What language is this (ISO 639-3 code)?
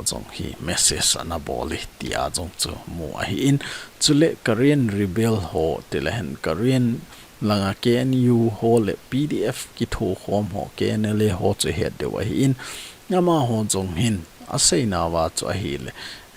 tcz